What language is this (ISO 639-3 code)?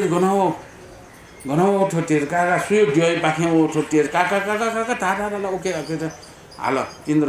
new